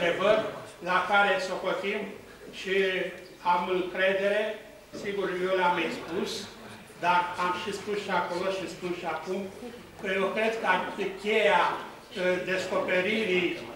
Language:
Romanian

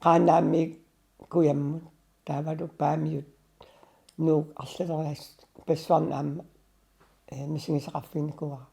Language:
Kalaallisut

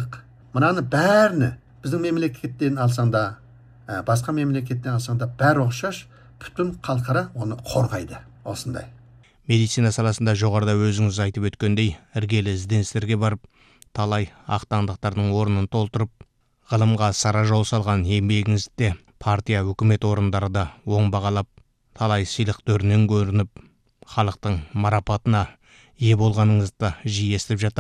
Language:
Kazakh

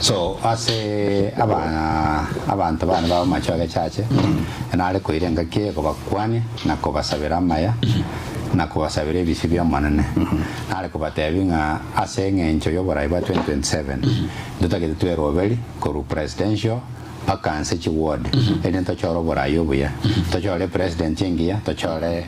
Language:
Gusii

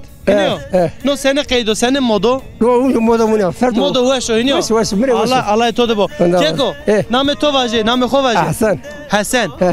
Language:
Zaza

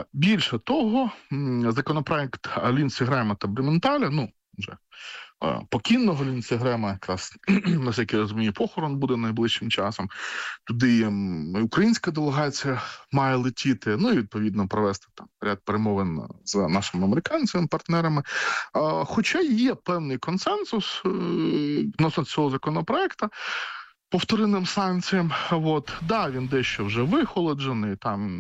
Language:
Ukrainian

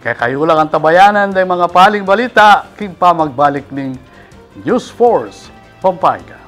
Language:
Pampanga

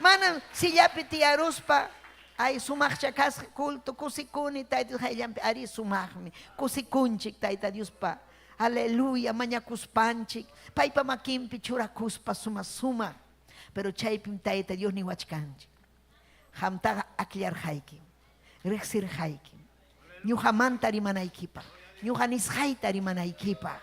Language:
Ayacucho Quechua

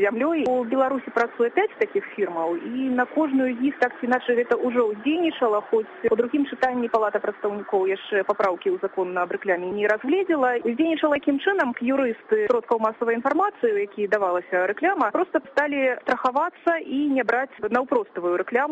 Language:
Belarusian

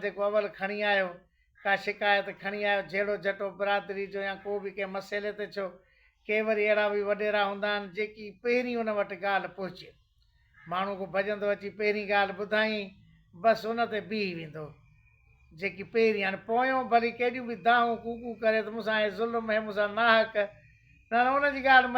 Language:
Sindhi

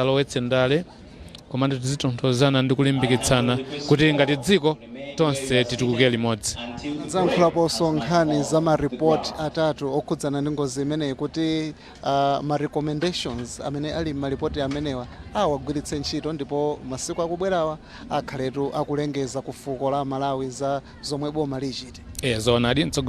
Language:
Nyanja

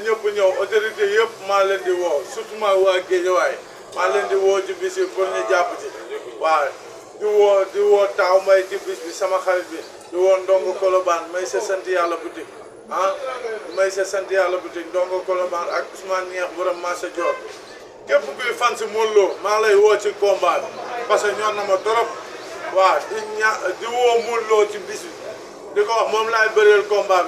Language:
Wolof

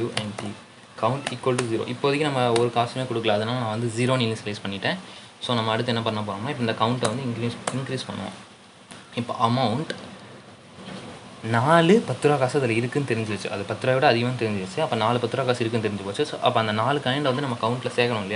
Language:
Tamil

